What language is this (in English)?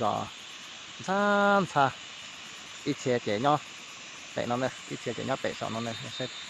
Hmong